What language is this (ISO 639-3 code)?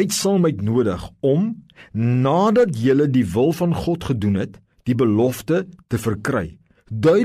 afr